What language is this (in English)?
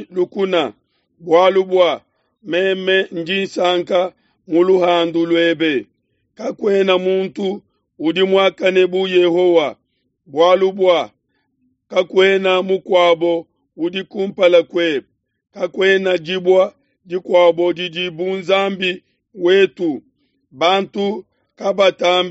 Luba-Lulua